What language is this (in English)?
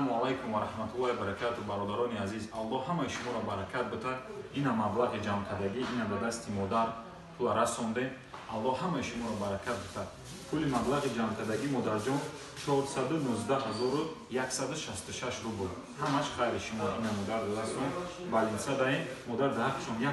Tajik